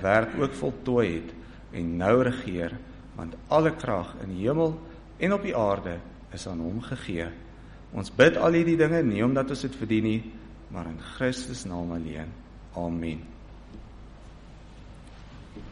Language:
Afrikaans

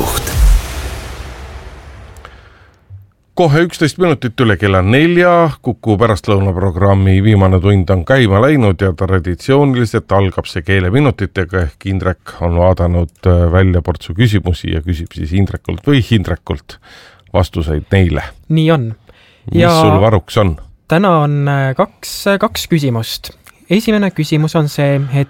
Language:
Estonian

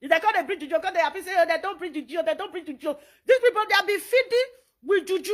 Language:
Nigerian Pidgin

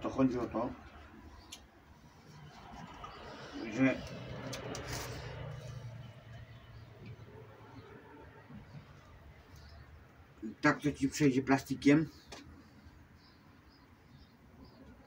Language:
Polish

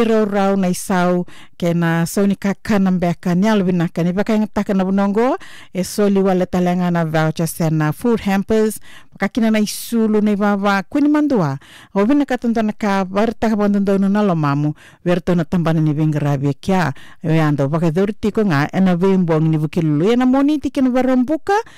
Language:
Fijian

